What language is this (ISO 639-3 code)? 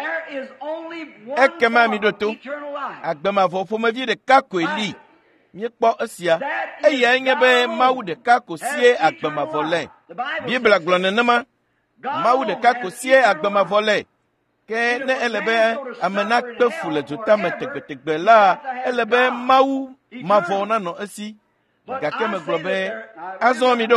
ewe